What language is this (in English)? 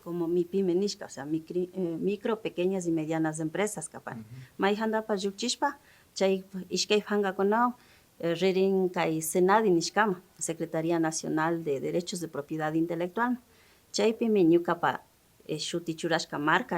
Imbabura Highland Quichua